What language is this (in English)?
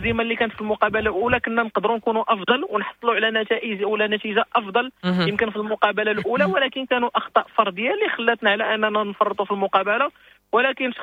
Moroccan Arabic